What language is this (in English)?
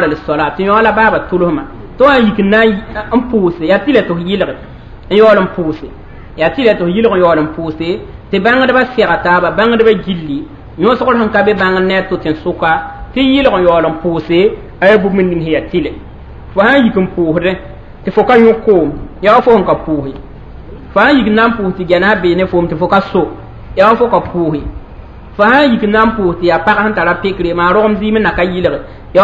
Mossi